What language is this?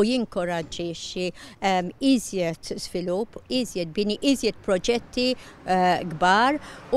Maltese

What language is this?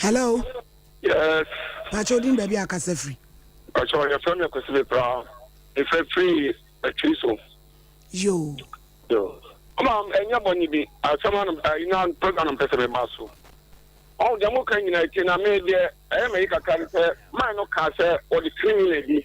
Akan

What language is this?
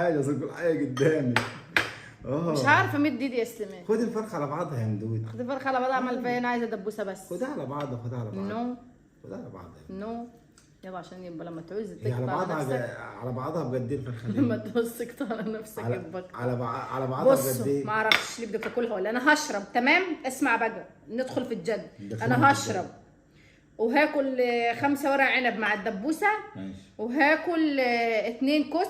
Egyptian Arabic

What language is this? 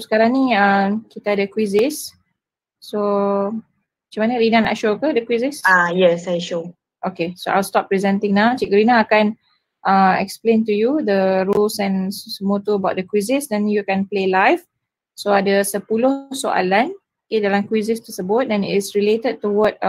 Malay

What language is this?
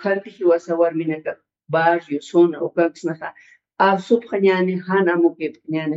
Aymara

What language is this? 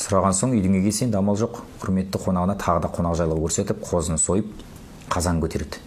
Kazakh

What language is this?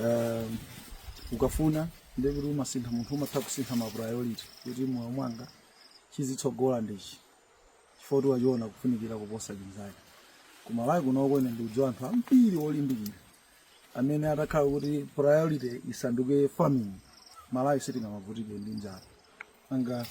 Nyanja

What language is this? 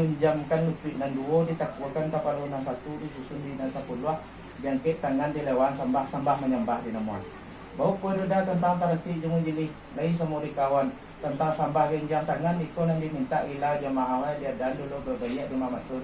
Minangkabau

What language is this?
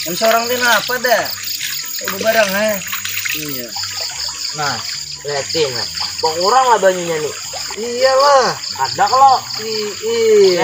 Banjar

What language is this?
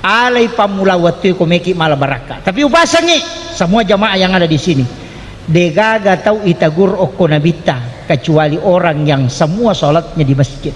Buginese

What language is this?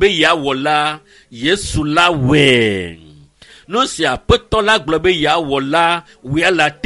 Ewe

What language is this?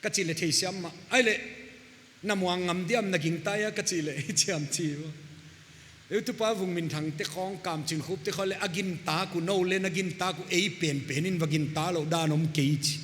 Paite Chin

